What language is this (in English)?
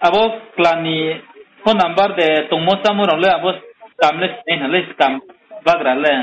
Riang (India)